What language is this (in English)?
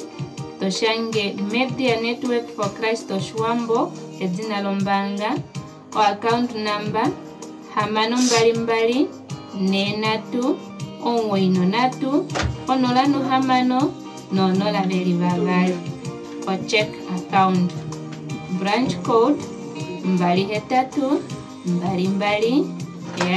Kuanyama